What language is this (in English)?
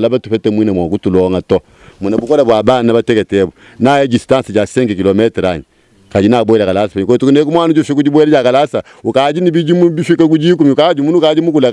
Luba-Lulua